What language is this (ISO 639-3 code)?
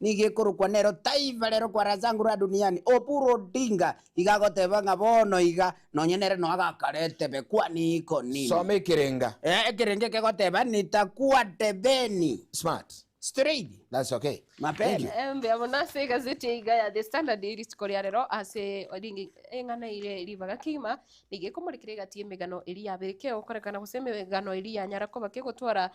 guz